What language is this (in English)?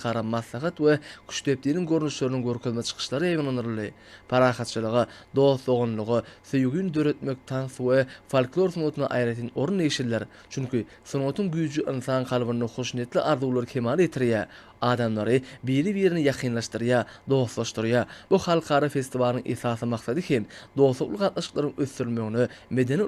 Turkmen